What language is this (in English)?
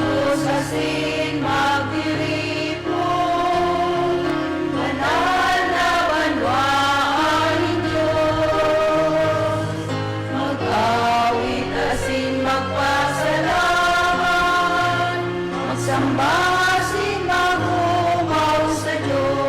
Bikol